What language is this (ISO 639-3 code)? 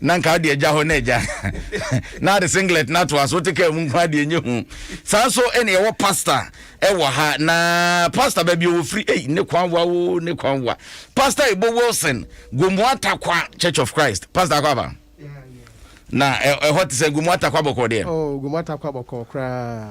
aka